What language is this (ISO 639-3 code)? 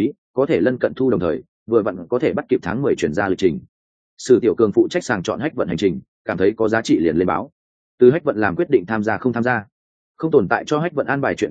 vie